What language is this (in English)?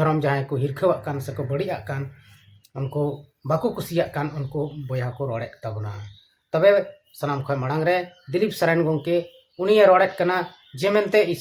Santali